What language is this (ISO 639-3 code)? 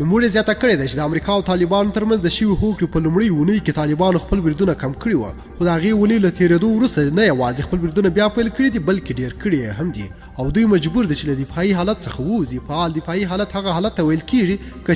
pus